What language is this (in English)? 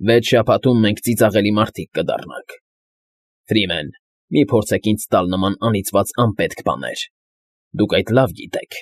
Armenian